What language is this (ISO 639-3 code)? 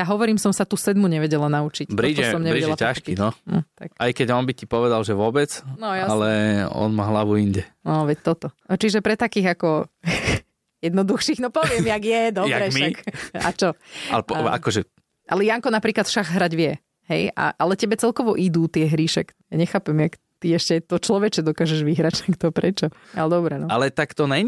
slk